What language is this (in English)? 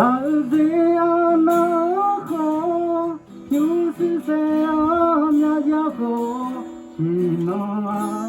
Akha